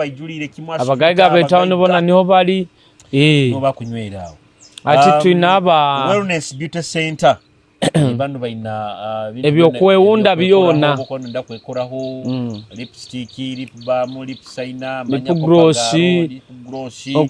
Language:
Nyoro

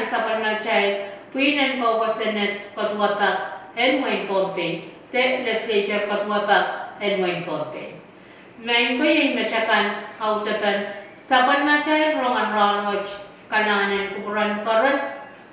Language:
Pohnpeian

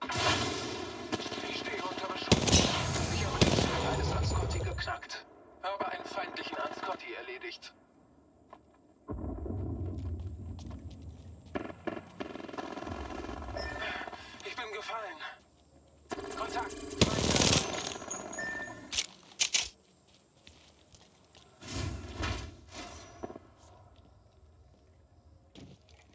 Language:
German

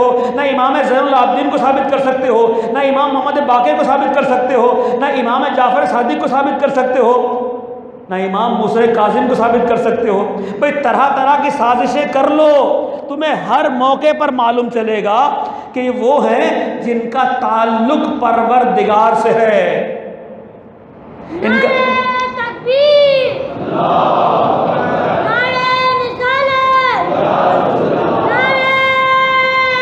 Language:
Urdu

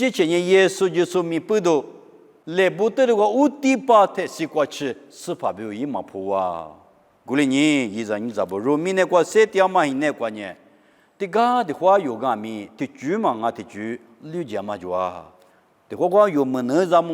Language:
Lisu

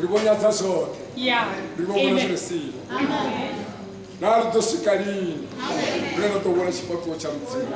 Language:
Venda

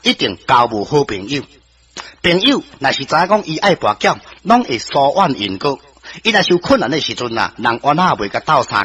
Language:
Min Nan Chinese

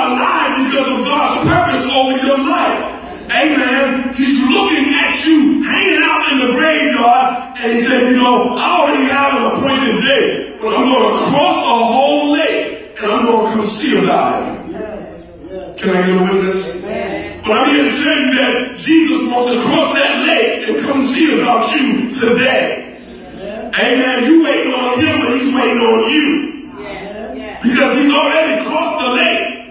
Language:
English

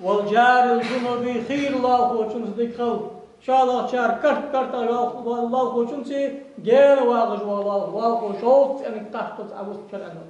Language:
Ingush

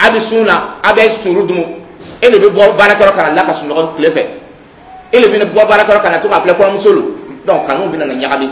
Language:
Dyula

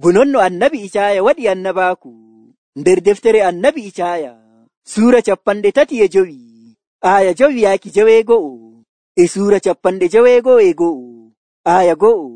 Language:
Nigerian Fulfulde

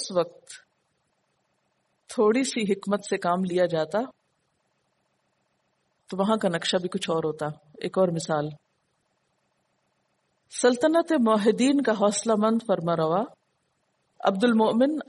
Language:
Urdu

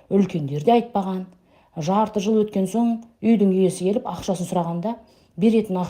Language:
Kazakh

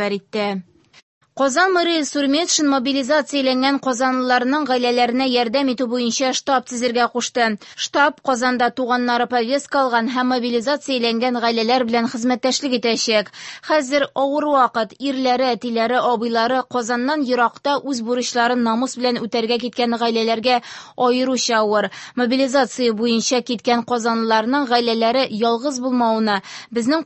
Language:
Tatar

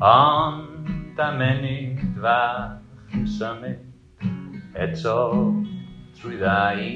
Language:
Welsh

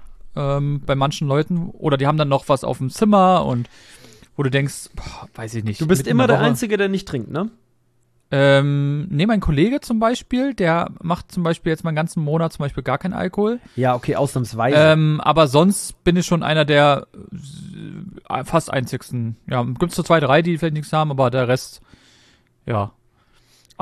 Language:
German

